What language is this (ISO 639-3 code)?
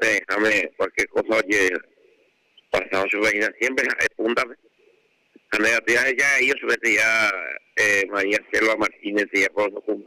grn